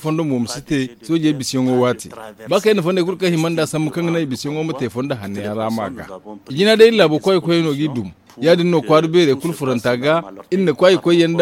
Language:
Zarma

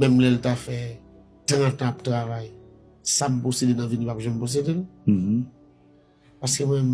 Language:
Haitian Creole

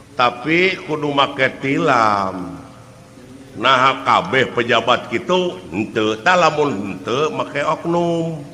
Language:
Sundanese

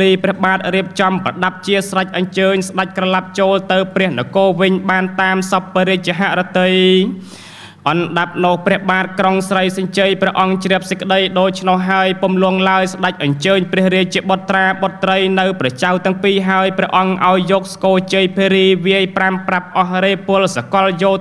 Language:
Khmer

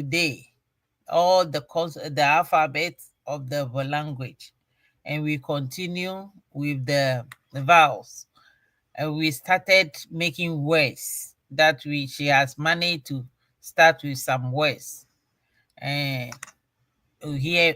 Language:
Ewe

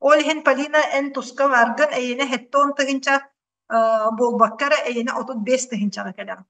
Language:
Yakut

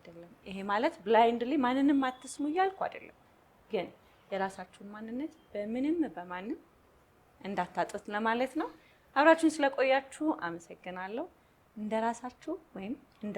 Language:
Amharic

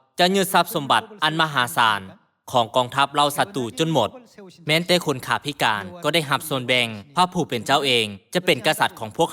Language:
Lao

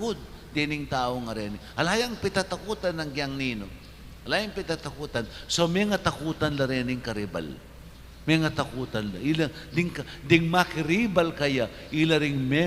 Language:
Pampanga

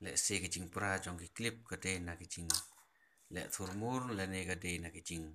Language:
Khasi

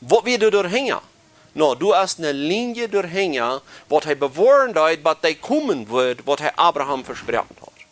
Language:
Plautdietsch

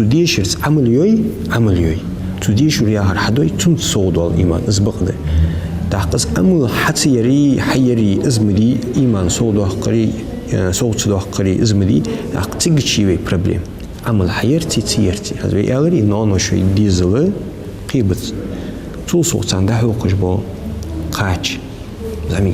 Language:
Ingush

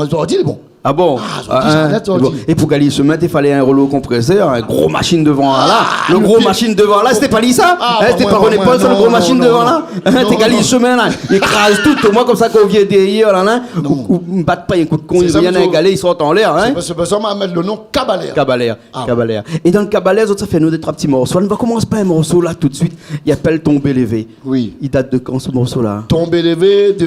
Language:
Réunion Creole French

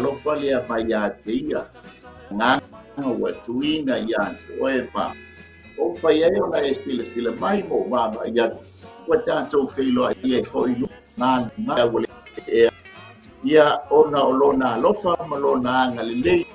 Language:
Samoan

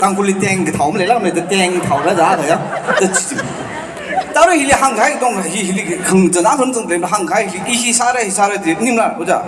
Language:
Tangkhul Naga (India)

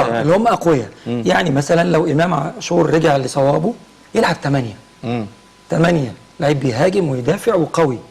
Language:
Egyptian Arabic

